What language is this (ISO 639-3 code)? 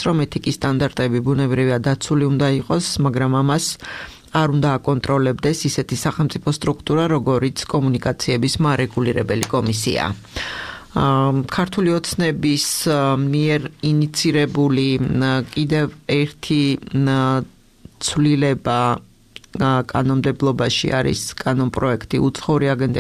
kat